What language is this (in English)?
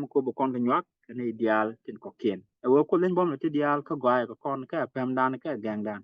Nuer